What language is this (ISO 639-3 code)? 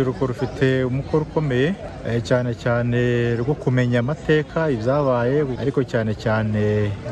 kin